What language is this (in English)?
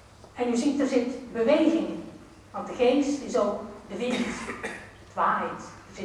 Dutch